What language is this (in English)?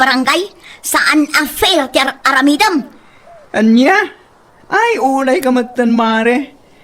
Iloko